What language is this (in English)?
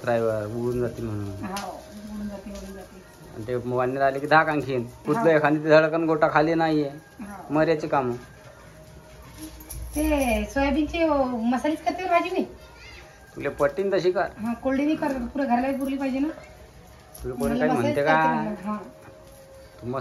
Marathi